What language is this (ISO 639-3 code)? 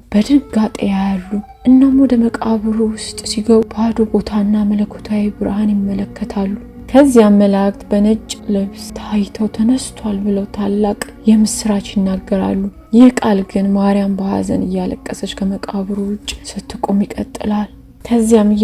amh